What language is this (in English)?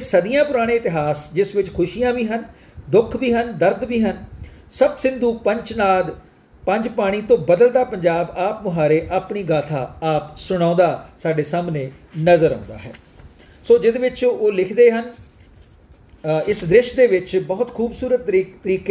Punjabi